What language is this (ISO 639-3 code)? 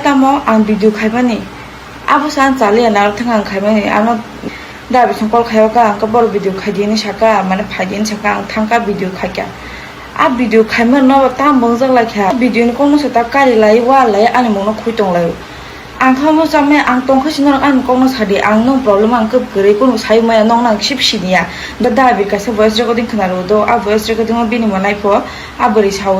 trp